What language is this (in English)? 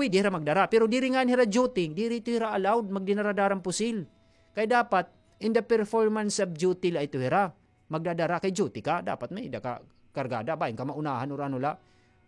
Waray